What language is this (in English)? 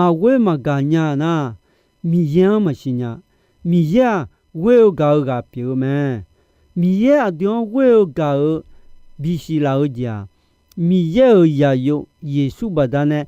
Akha